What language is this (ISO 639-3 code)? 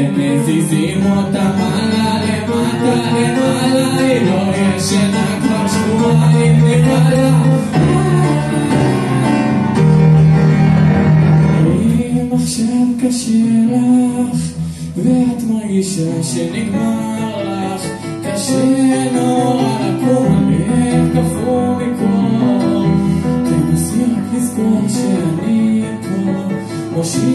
heb